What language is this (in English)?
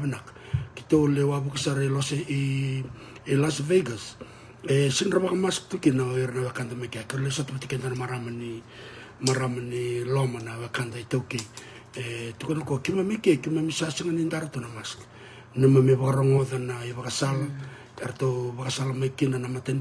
Fijian